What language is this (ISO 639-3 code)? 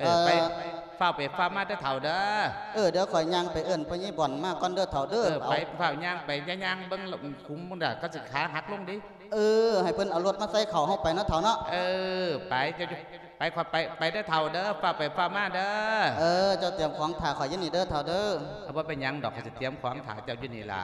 lao